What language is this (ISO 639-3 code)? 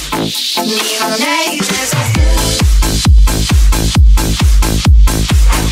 hun